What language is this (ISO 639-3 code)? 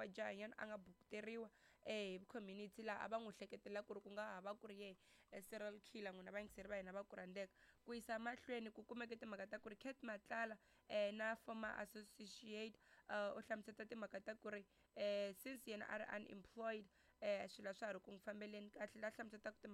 tso